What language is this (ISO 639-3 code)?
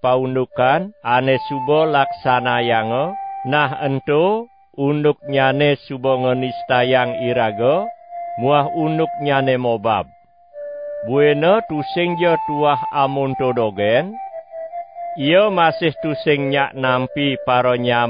ban